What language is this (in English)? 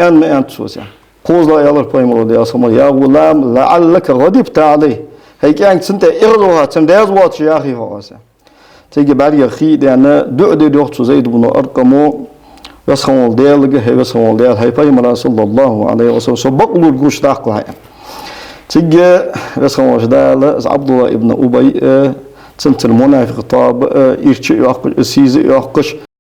Ingush